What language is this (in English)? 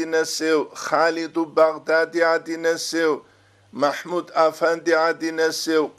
Avaric